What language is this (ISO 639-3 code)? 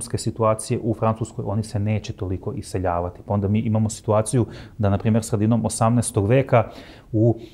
srp